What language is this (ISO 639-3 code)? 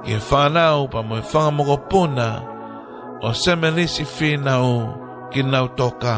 ton